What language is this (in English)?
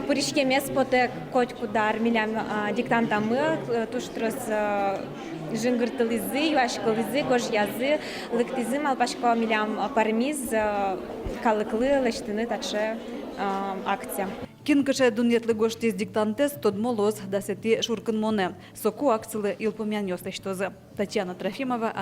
Udmurt